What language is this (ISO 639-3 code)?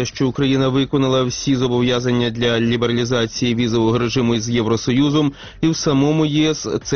ukr